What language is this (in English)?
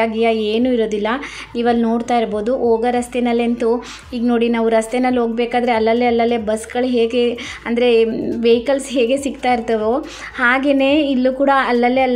Kannada